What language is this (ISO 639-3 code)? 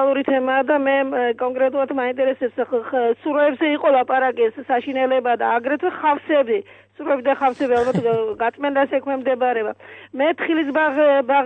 kat